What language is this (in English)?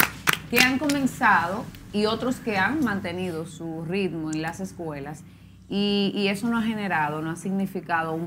Spanish